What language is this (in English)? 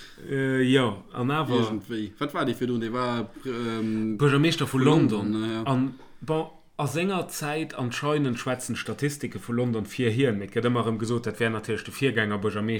Luxembourgish